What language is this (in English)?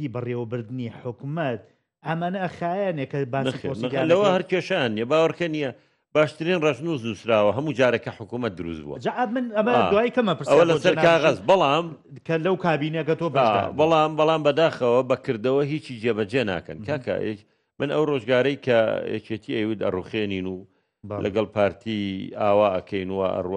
Central Kurdish